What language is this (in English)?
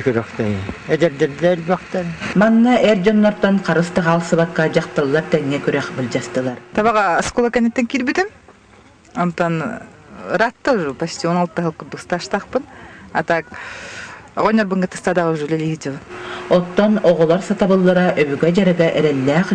Yakut